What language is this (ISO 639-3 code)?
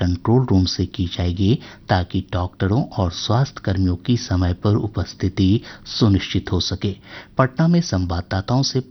hin